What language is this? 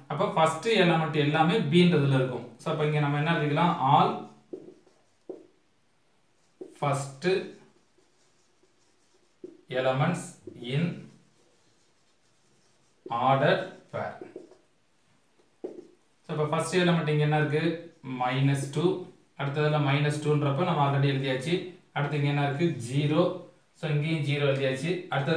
Tamil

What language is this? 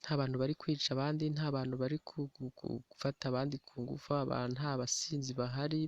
Kinyarwanda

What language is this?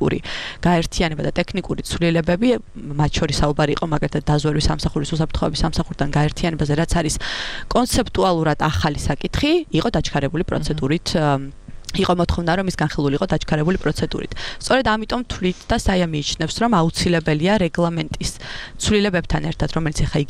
Georgian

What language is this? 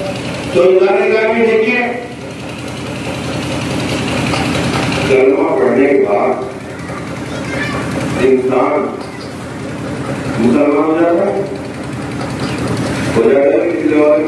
Urdu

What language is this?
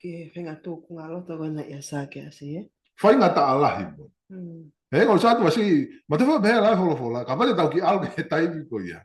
Tongan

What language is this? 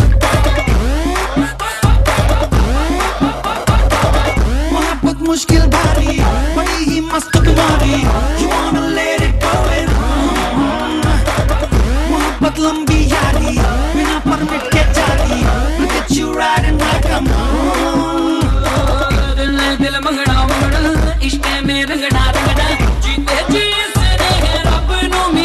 Hindi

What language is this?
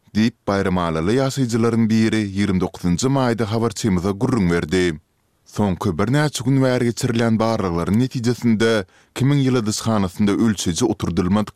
Turkmen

